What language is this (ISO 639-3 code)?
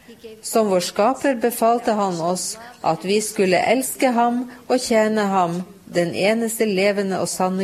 nor